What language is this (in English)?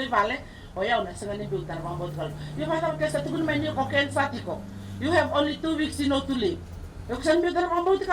Fijian